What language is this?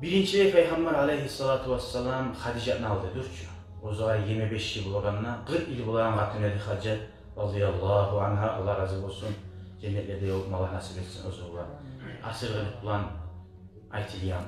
Kumyk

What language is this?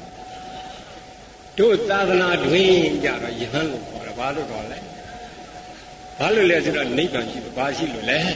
Burmese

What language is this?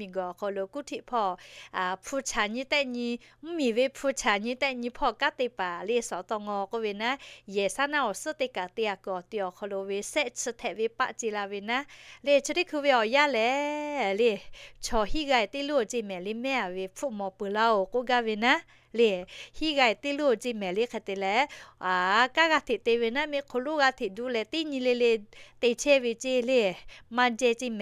Lahu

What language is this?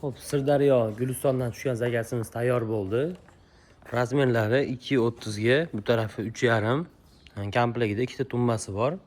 Uzbek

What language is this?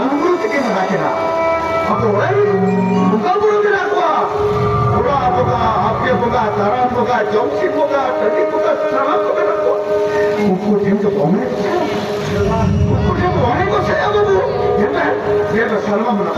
Santali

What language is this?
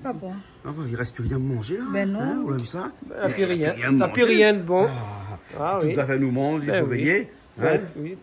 Réunion Creole French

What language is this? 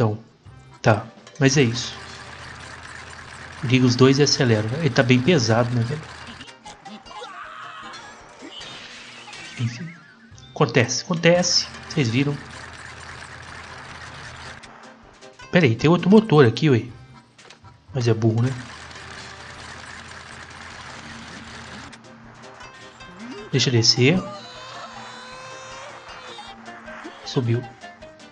Portuguese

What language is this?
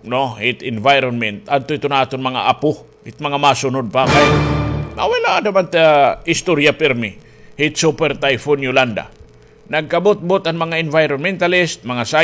Waray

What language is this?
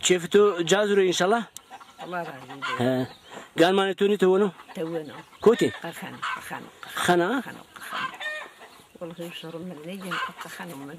Zaza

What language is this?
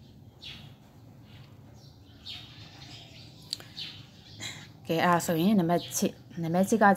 Burmese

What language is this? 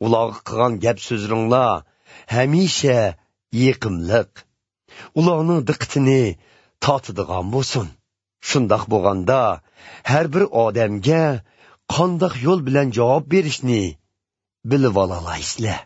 Uyghur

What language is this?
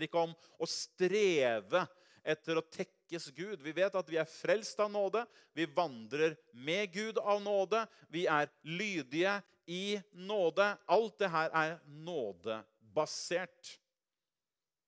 Norwegian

